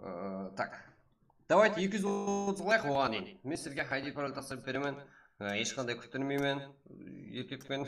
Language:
Kara-Kalpak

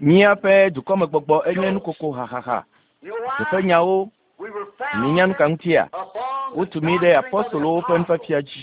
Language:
Ewe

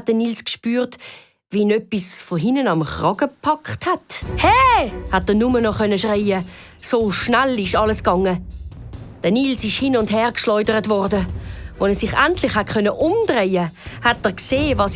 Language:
Swiss German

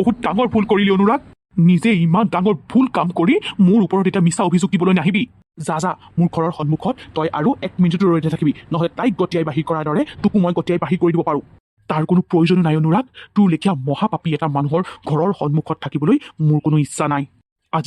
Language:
Assamese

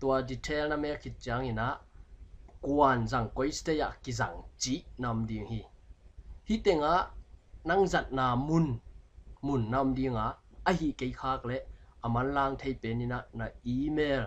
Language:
Tedim Chin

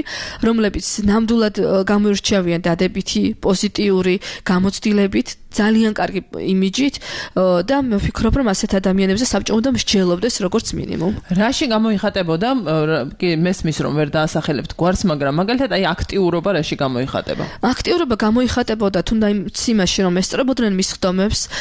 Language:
Georgian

